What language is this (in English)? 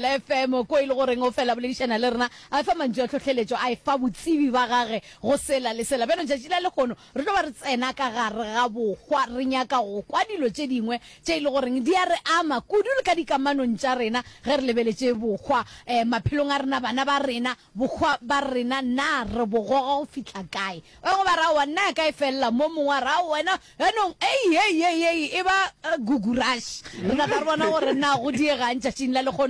Northern Sotho